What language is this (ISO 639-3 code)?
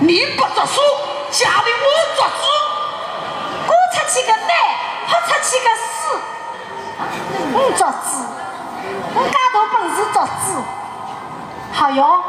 wuu